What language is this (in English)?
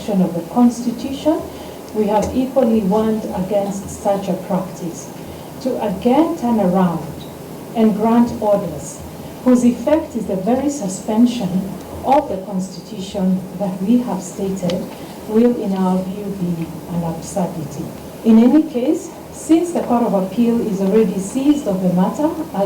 Kamba